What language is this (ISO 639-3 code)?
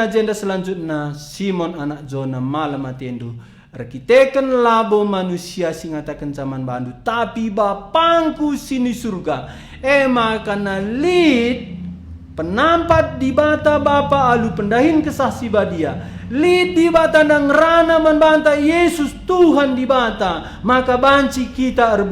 btx